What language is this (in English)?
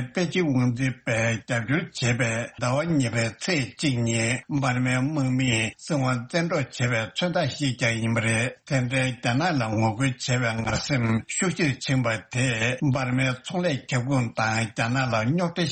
Tibetan